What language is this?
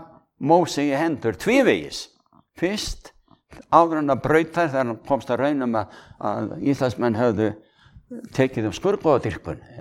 Icelandic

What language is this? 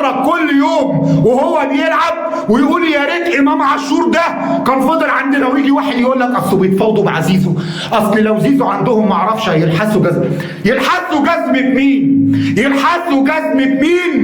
Egyptian Arabic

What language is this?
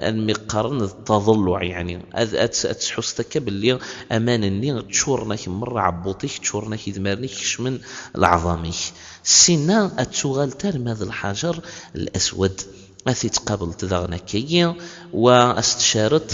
Kabyle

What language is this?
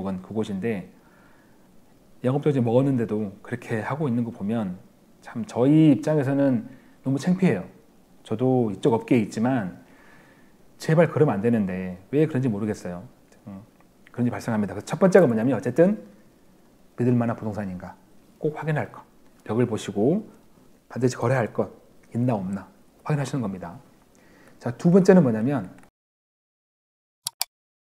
Korean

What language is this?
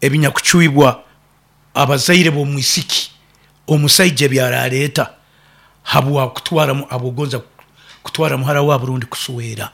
Nyoro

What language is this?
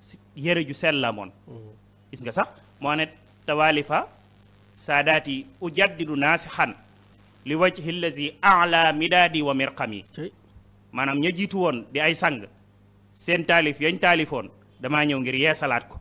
Wolof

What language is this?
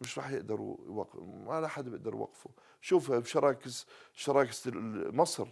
North Levantine Arabic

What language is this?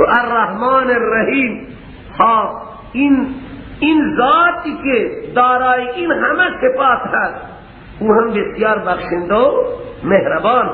Persian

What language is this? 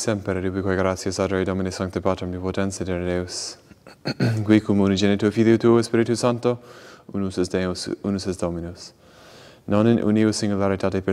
Latin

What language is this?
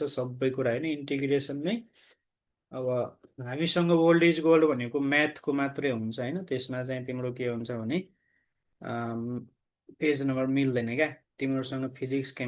Nepali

